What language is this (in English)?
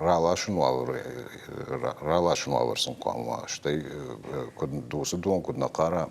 Ossetic